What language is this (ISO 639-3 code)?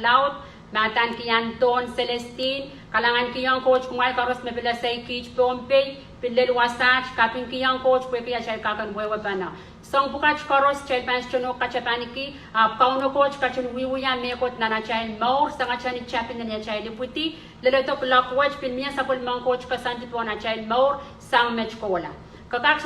pon